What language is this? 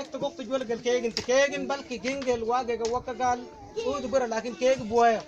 Mabaan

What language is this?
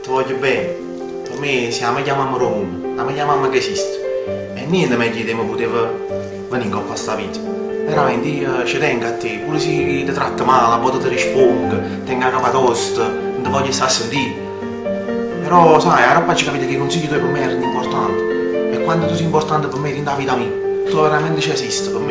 Neapolitan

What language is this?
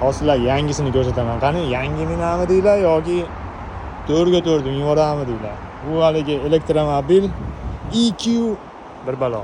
Uzbek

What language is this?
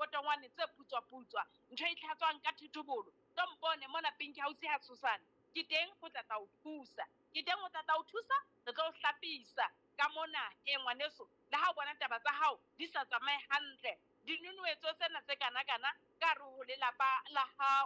Southern Sotho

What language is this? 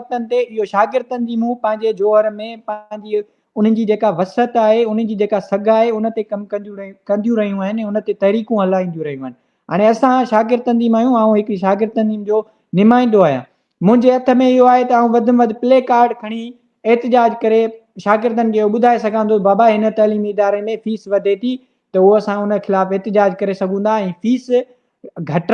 Sindhi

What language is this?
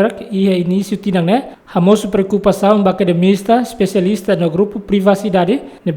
Tetum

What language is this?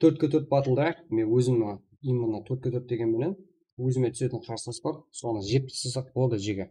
Kara-Kalpak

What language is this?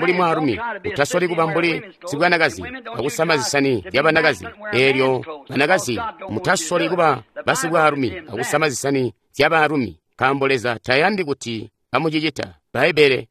Tonga (Zambia)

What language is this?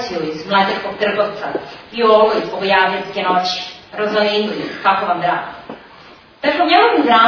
Serbian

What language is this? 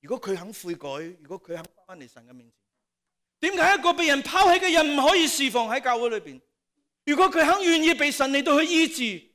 Cantonese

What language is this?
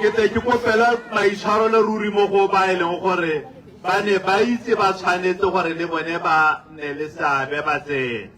Tswana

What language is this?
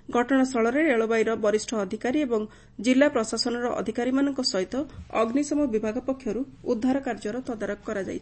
Odia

